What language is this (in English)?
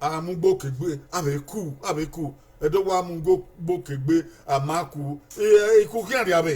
Bini